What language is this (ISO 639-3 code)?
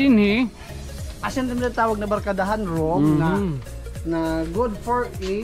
war